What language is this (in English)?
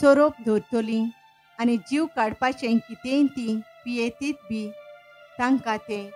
Konkani